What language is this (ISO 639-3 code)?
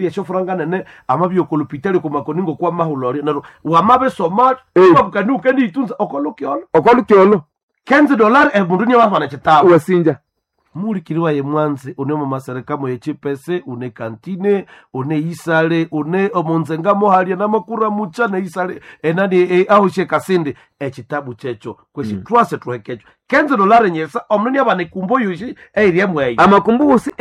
nnb